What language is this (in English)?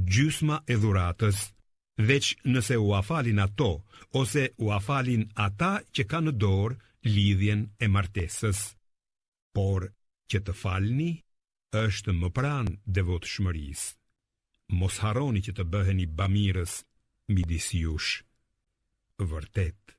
Albanian